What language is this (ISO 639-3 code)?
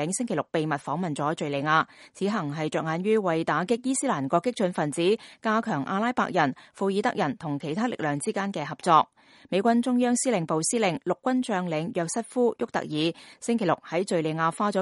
yue